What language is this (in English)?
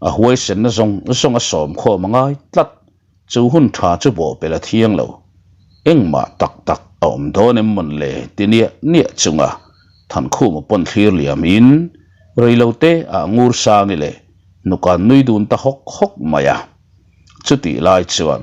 Mizo